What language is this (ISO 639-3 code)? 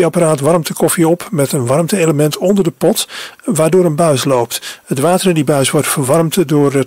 nld